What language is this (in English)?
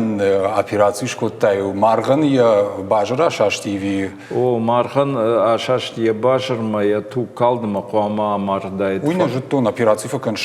Ossetic